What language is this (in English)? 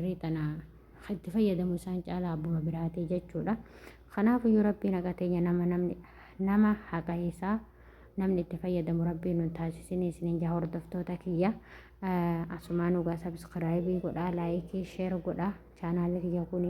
Oromo